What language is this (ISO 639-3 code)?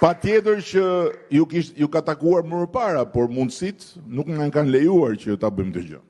sqi